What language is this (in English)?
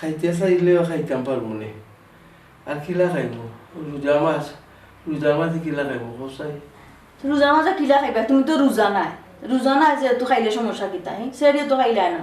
Sylheti